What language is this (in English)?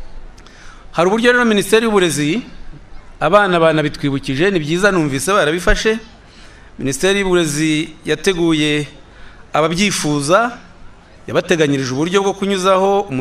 Kinyarwanda